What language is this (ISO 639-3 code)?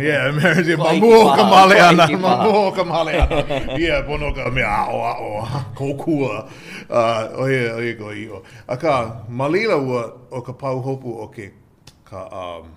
haw